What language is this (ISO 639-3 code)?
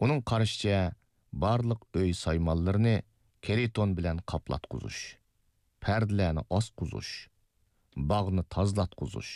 uig